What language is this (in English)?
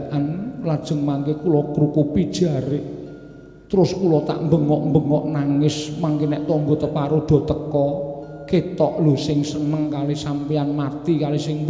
Javanese